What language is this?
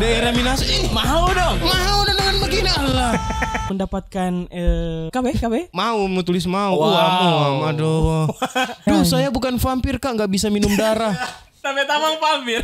Manado Malay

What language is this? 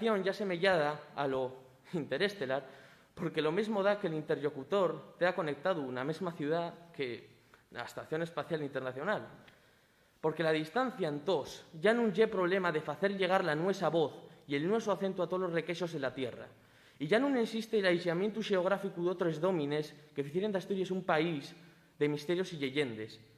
Asturian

